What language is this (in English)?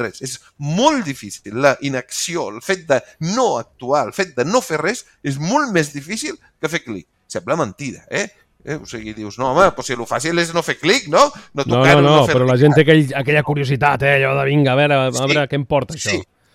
Catalan